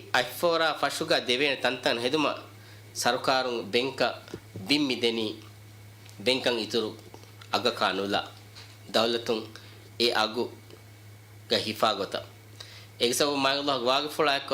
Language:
Divehi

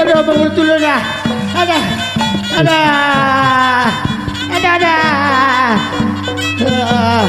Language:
Betawi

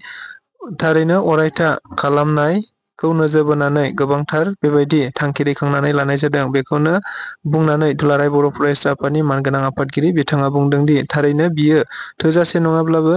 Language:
Bodo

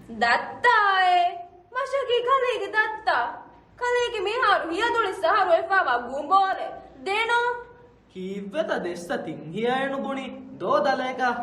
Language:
Divehi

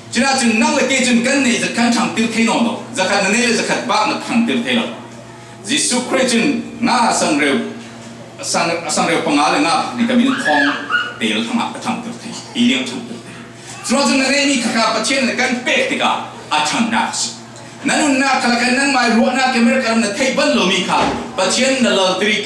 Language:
Falam Chin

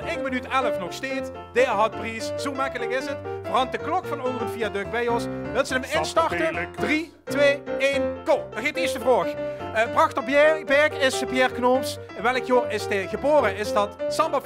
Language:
Limburgish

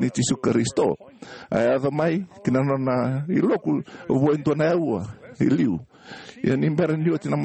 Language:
Fijian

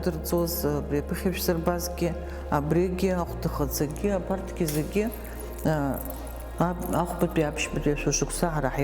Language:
Abkhazian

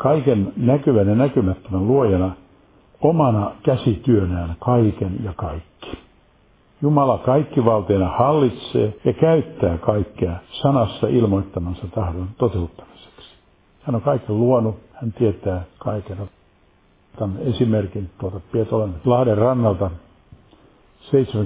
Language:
Finnish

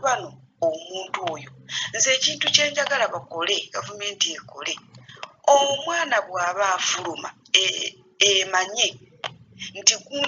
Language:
Ganda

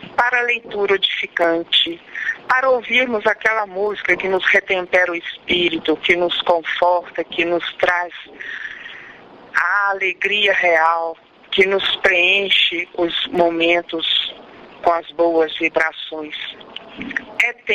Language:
Portuguese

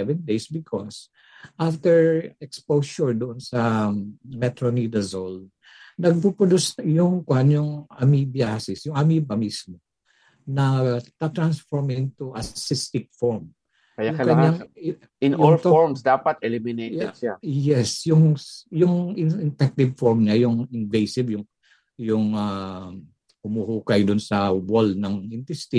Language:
Filipino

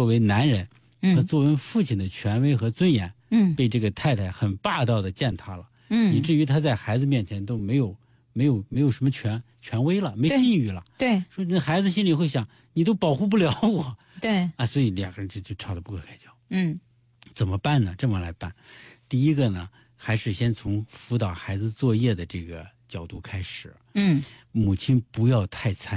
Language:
Chinese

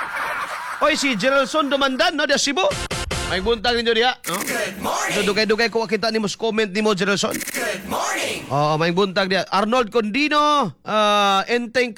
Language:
Cebuano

